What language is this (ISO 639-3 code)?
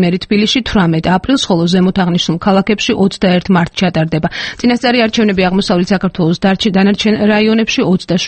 kat